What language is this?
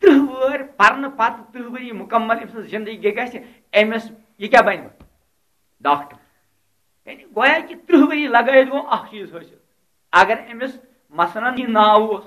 Kashmiri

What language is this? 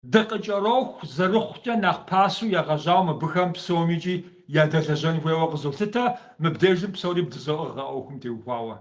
Kabardian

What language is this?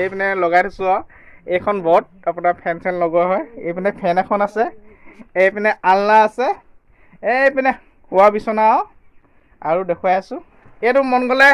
Assamese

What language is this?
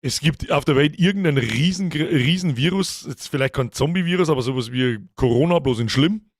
Bavarian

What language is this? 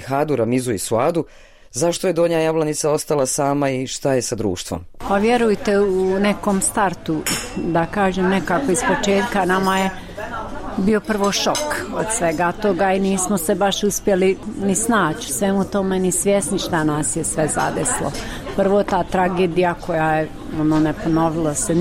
Bosnian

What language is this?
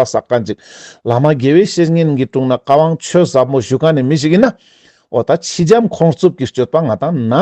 Ladakhi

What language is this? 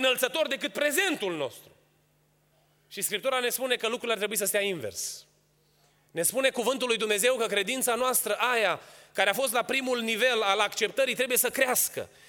Romanian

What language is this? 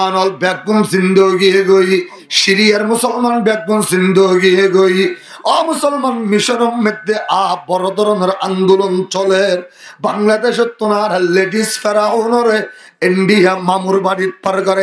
Rohingya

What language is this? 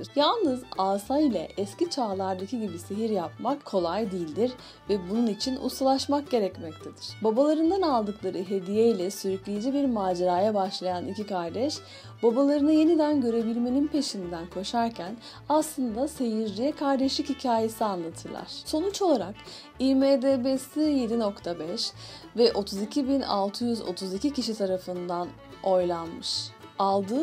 Turkish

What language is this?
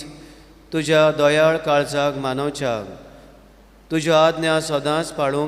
Konkani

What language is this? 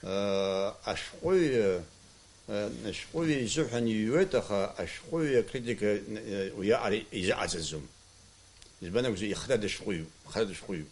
Abkhazian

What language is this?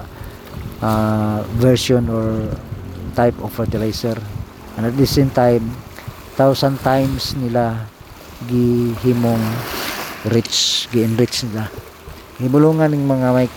Cebuano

